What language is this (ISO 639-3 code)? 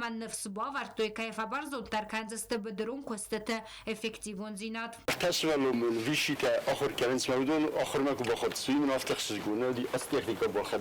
oss